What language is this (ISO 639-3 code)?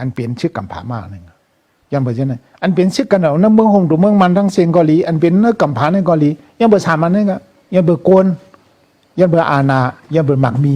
shn